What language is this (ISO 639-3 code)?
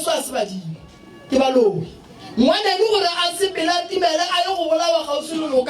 nso